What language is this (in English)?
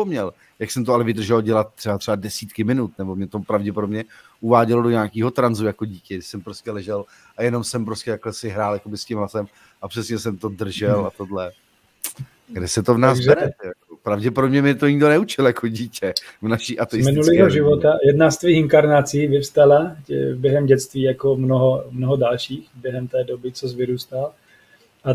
Czech